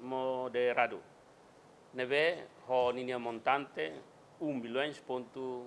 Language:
Tetum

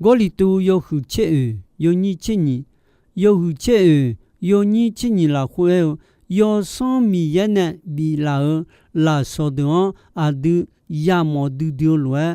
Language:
Akha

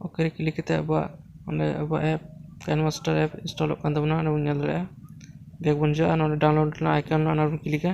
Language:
Santali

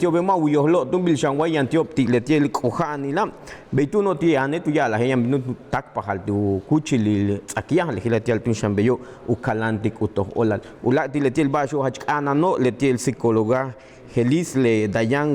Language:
Yucateco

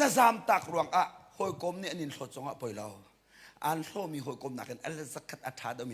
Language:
Hakha Chin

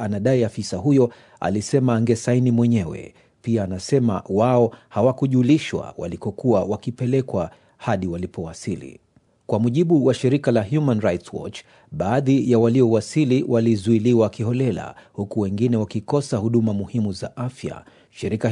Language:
Swahili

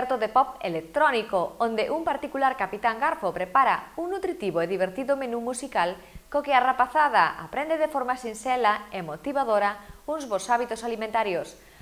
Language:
Galician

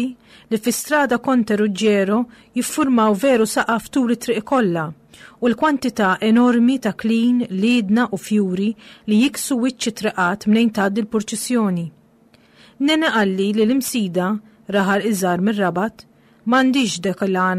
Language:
Maltese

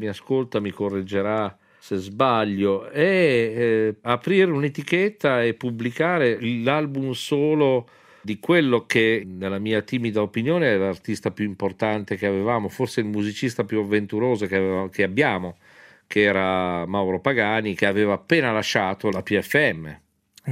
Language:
Italian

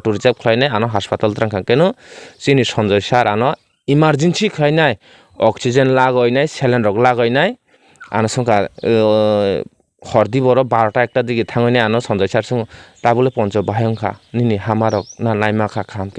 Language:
Kok Borok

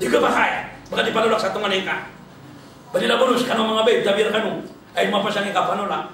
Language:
Maranao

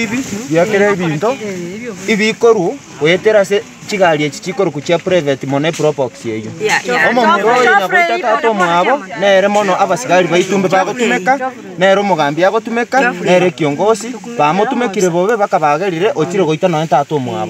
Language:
Gusii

